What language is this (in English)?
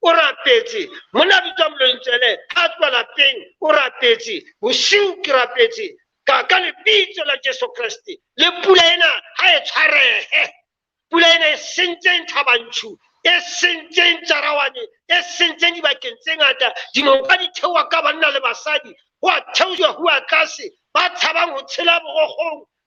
Southern Sotho